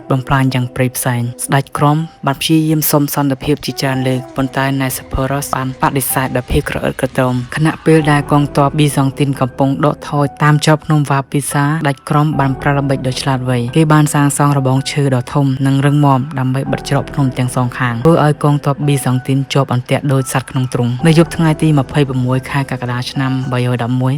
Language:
Khmer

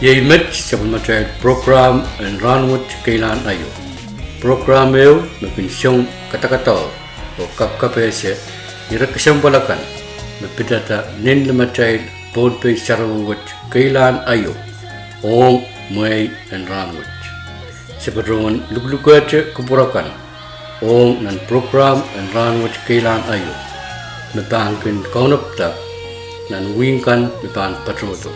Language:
Pohnpeian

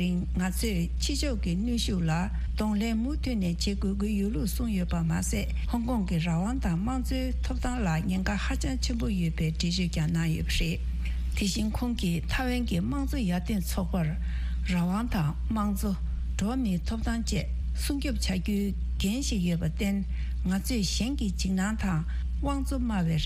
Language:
Tibetan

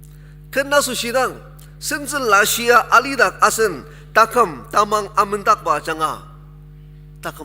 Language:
Ao Naga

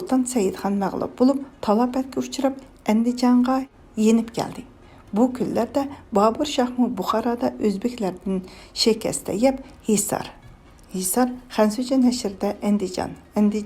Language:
Uyghur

